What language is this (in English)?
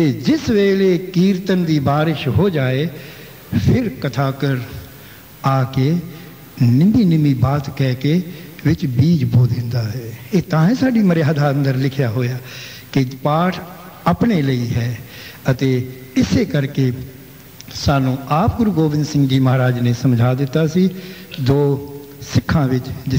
Punjabi